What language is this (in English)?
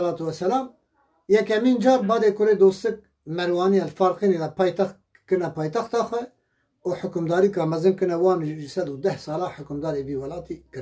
Kurdish